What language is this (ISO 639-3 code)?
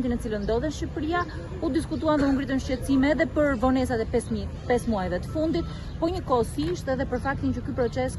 sqi